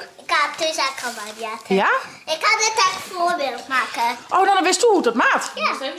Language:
Western Frisian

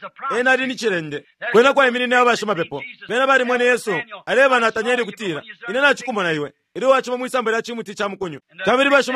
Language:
Bemba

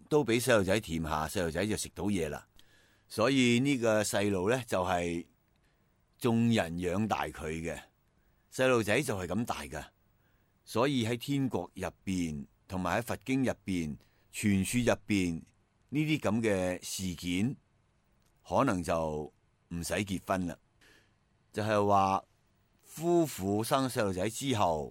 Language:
Cantonese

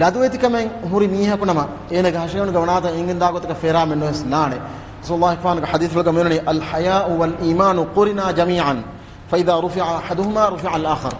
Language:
Divehi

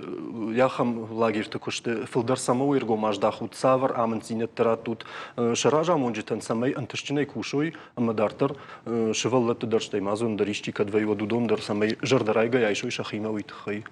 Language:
Ossetic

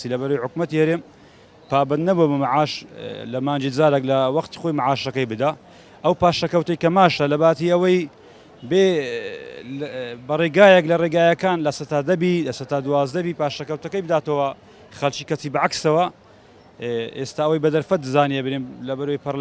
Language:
Central Kurdish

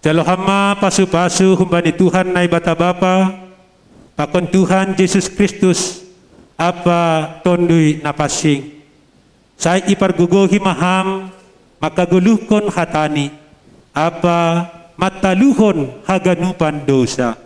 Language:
Batak Simalungun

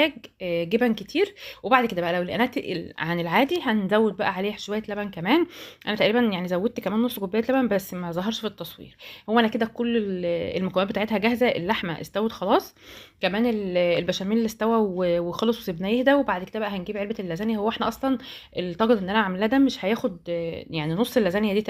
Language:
Egyptian Arabic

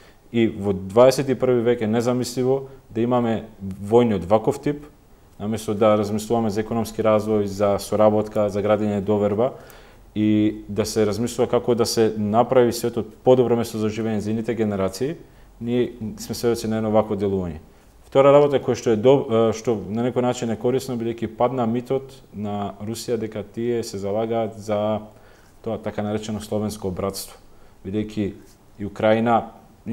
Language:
Macedonian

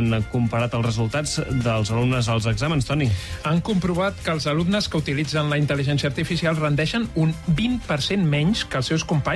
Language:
Catalan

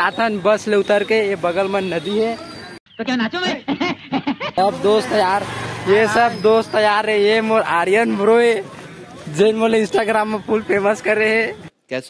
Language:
Chhattisgarhi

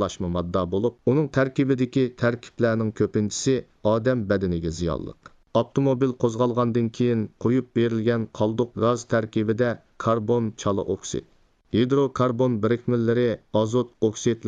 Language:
Uyghur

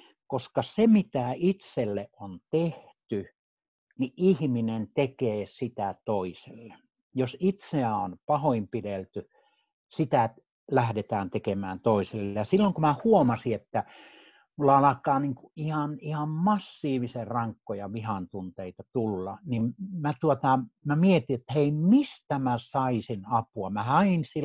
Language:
Finnish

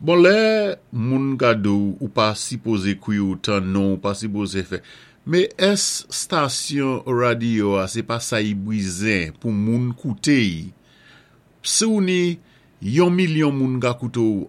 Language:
Saint Lucian Creole French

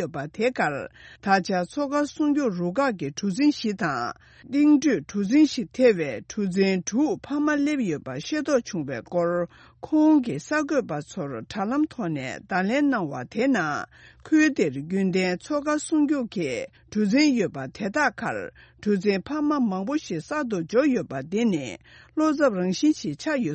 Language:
Tibetan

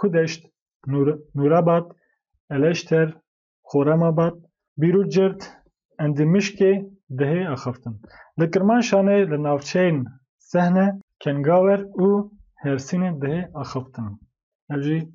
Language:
Kurdish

